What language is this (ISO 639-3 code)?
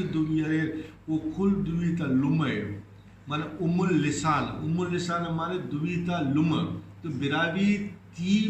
brh